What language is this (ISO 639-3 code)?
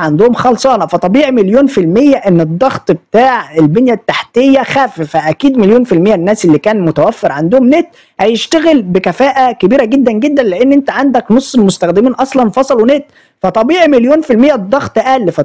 arz